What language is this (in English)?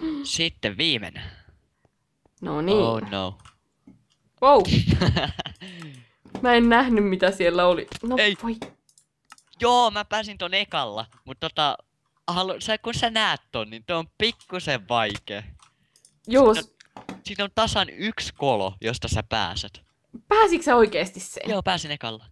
Finnish